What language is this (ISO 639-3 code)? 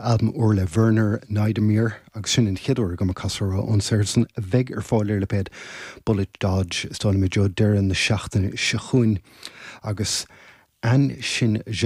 gle